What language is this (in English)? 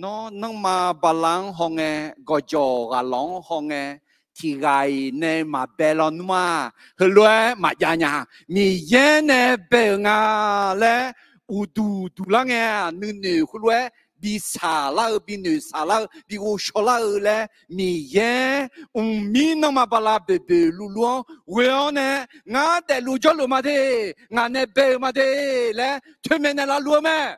Akha